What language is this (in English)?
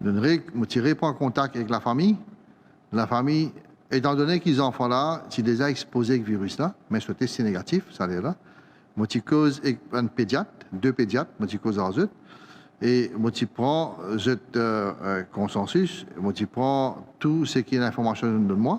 Morisyen